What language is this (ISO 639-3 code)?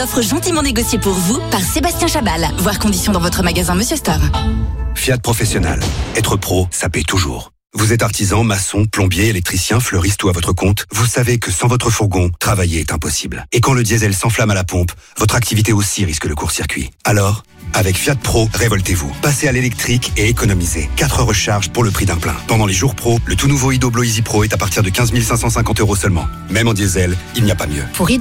fra